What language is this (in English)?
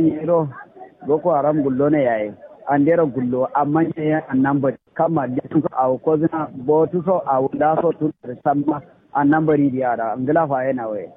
Kanuri